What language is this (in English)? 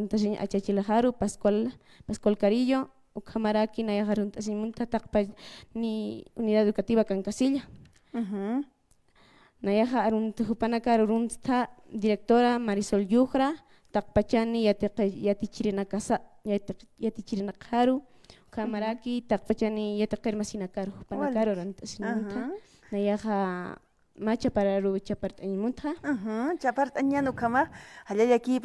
Aymara